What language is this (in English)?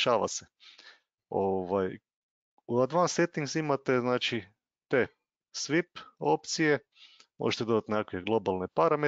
Croatian